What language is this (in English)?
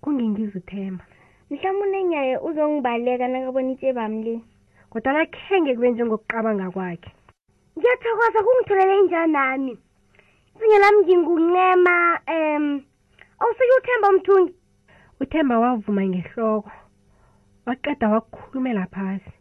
South Ndebele